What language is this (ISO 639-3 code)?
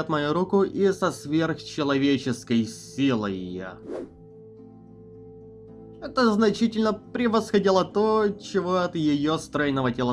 rus